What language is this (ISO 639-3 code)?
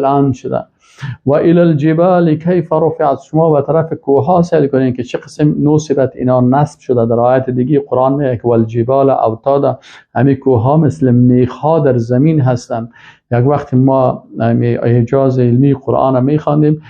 fas